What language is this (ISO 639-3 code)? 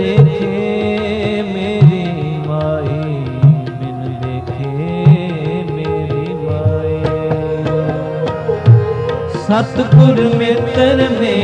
pan